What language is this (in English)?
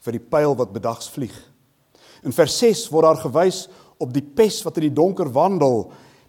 Afrikaans